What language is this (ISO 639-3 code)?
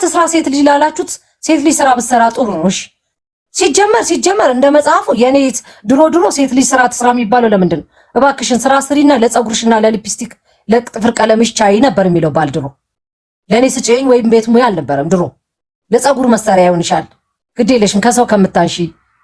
amh